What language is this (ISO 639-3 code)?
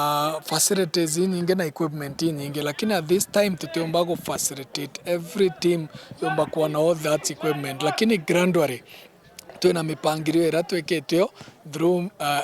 mer